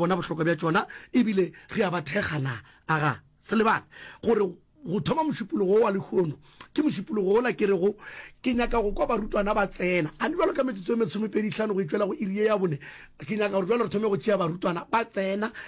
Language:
Northern Sotho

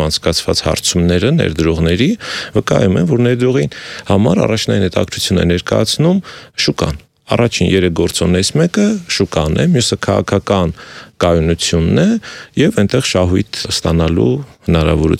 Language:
Armenian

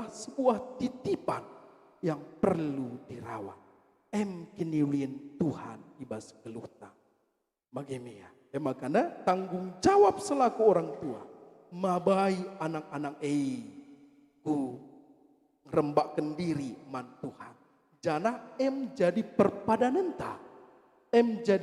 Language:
Batak Karo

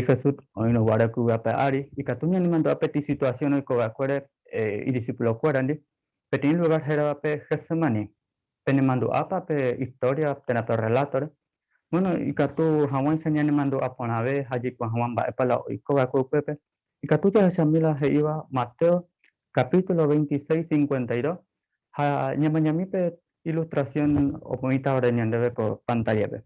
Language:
Guarani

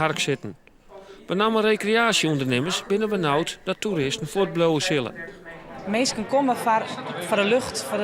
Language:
Western Frisian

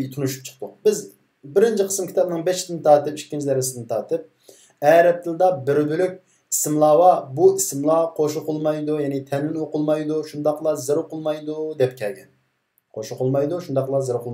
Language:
Uyghur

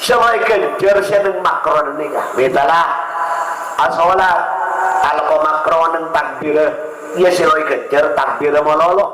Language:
Madurese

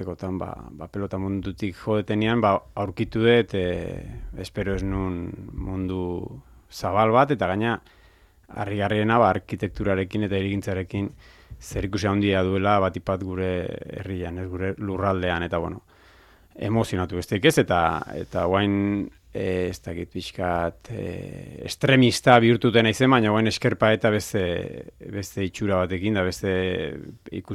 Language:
Basque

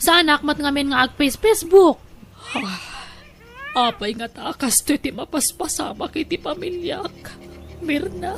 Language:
Iloko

